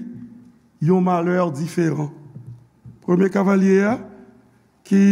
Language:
Haitian Creole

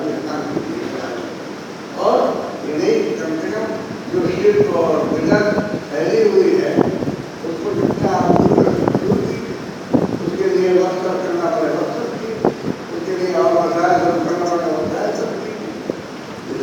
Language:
Urdu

